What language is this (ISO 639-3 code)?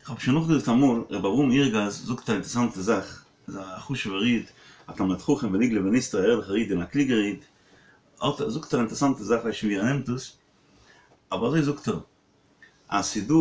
yid